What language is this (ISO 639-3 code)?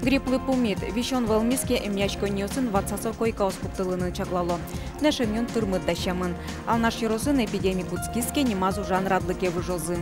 udm